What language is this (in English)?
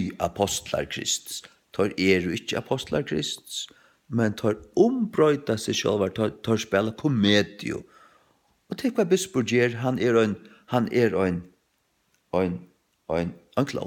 Faroese